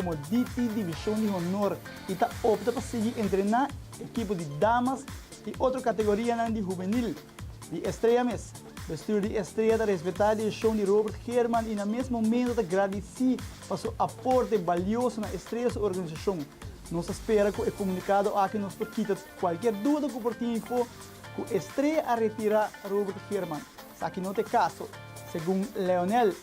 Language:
Papiamento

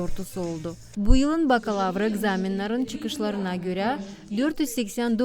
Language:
Gagauz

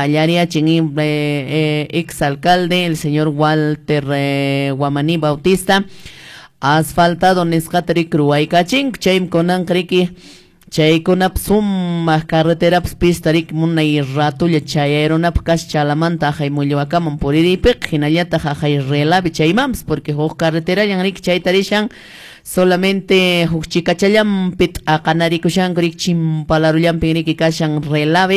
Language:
Quechua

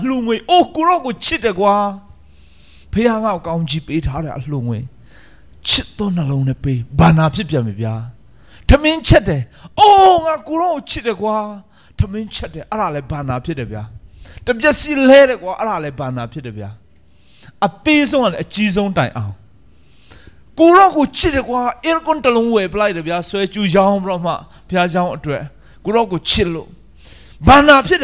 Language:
Burmese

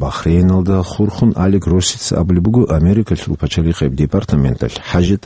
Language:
Avaric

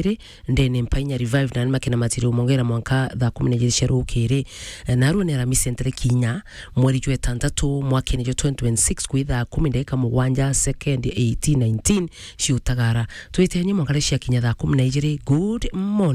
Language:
Meru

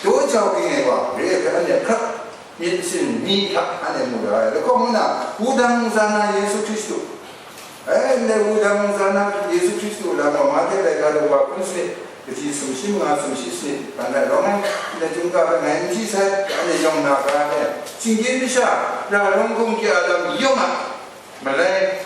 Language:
Kachin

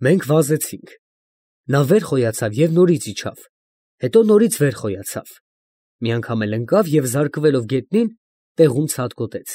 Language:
Armenian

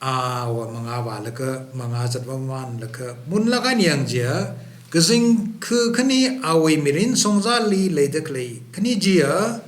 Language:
Tangkhul Naga (India)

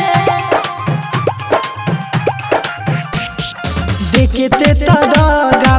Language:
Bhojpuri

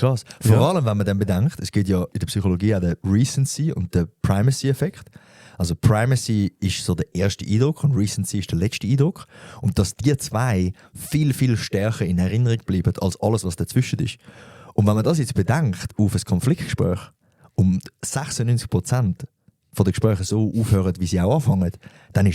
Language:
Swiss German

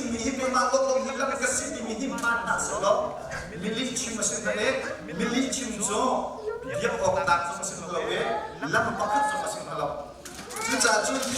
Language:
Hakha Chin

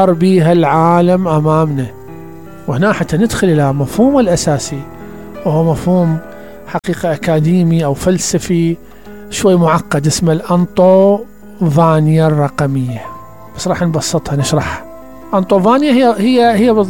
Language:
Mesopotamian Arabic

